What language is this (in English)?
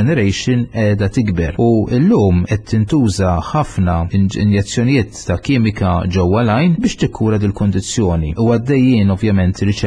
Maltese